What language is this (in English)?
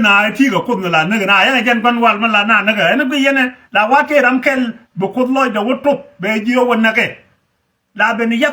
Nuer